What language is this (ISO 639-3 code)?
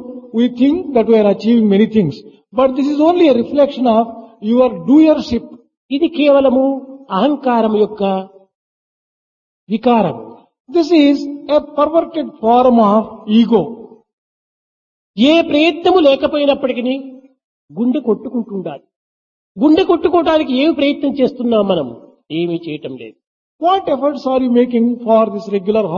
tel